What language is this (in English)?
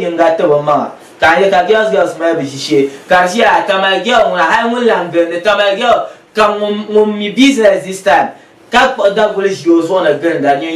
Dagbani